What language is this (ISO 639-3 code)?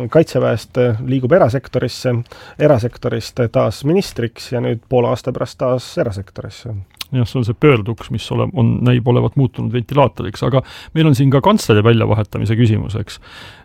est